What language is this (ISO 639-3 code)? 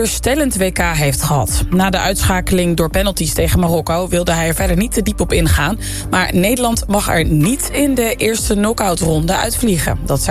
nld